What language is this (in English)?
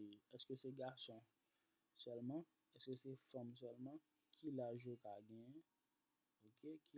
Haitian Creole